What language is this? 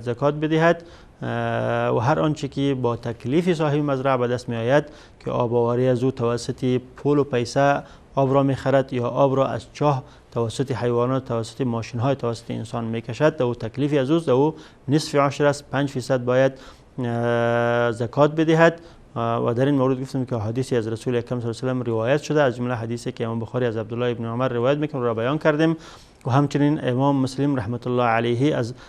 Persian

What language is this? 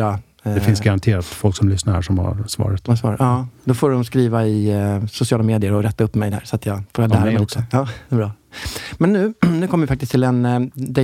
Swedish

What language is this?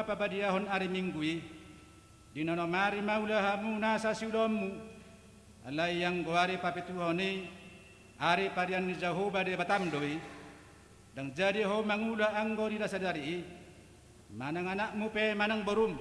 Batak Toba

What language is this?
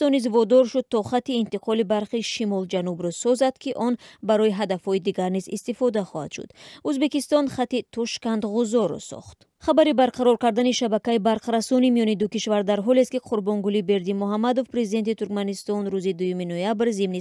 Tajik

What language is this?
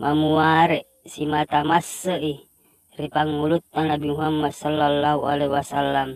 Buginese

